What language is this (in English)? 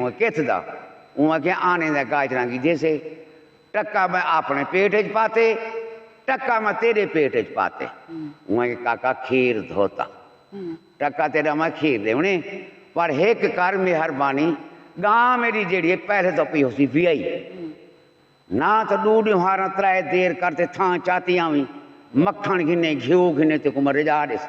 Saraiki